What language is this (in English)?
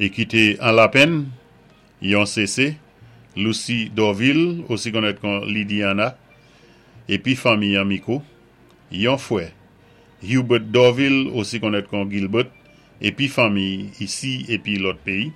Saint Lucian Creole French